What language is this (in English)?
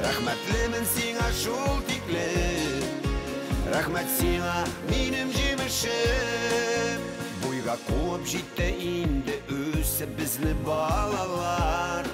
Bashkir